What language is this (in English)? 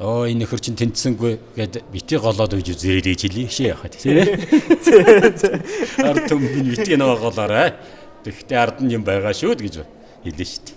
Mongolian